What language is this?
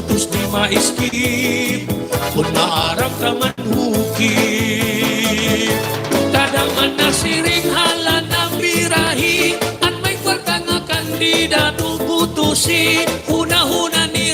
Waray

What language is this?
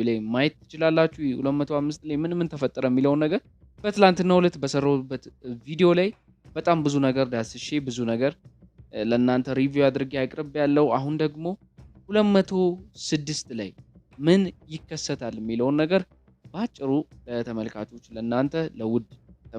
Amharic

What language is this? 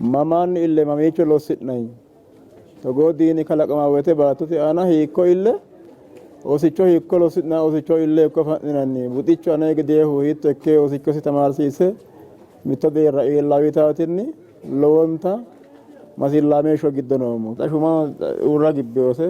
Sidamo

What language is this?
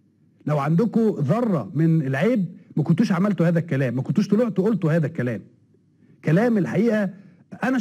Egyptian Arabic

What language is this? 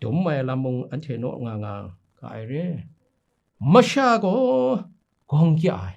Kachin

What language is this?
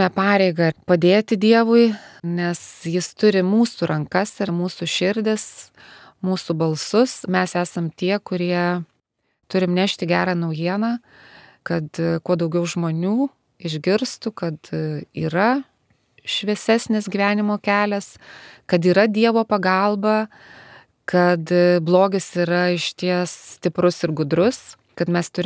Lithuanian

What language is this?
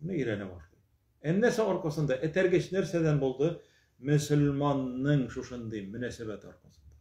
Tatar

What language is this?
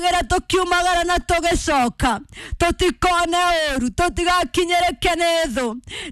Kikuyu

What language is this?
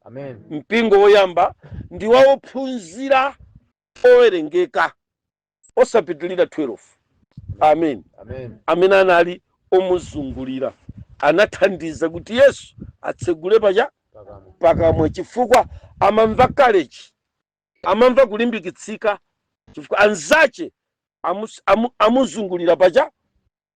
Nyanja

